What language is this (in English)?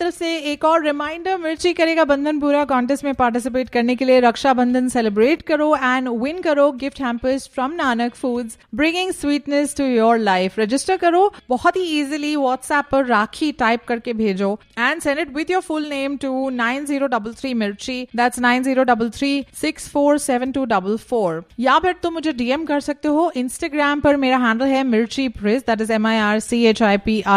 Hindi